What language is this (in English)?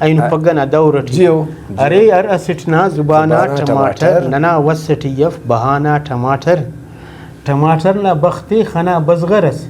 Brahui